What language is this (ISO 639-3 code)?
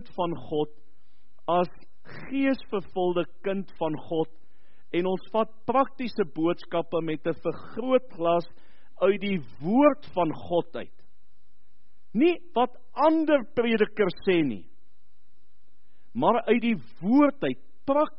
afr